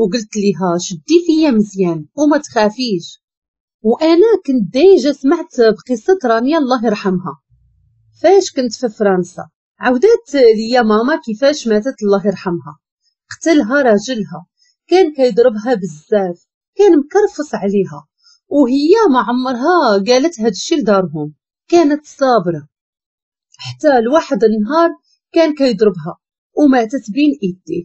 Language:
Moroccan Arabic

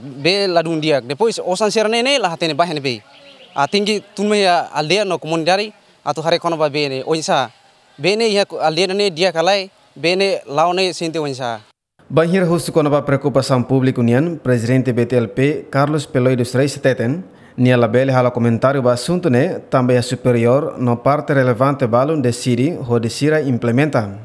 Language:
Tetum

